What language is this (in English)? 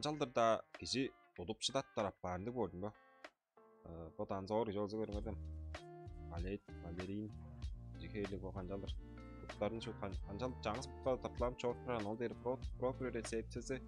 Tuvinian